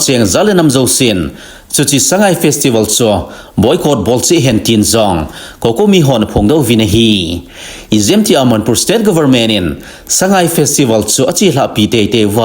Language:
Thado Chin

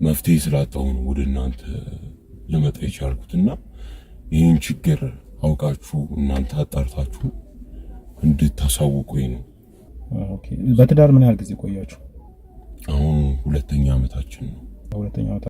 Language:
Amharic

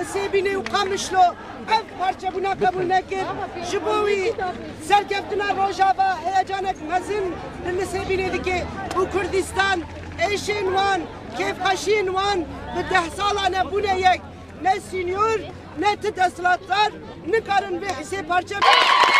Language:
Kurdish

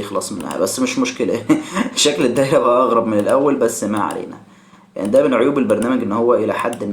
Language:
Egyptian Arabic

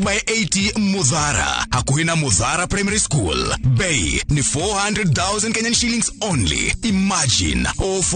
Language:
Kikuyu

